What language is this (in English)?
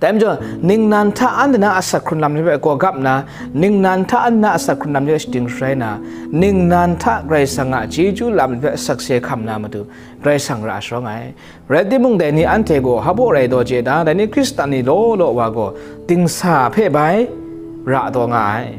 Kachin